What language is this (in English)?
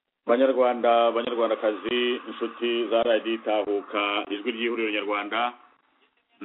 Kinyarwanda